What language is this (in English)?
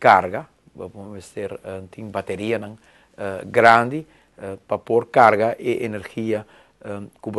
Papiamento